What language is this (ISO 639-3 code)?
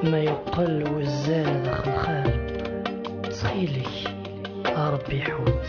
kab